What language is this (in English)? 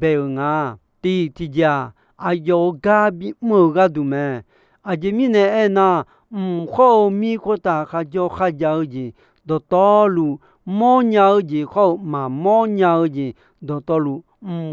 Akha